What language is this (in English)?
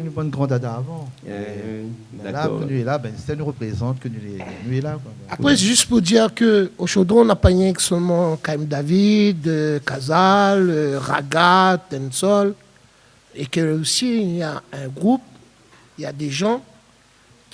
Réunion Creole French